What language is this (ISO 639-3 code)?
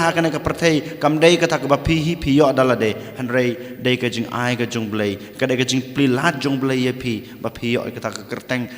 kha